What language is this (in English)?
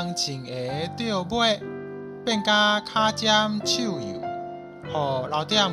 Min Nan Chinese